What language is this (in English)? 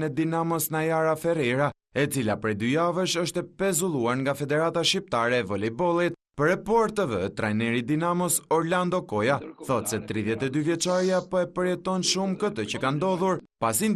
Albanian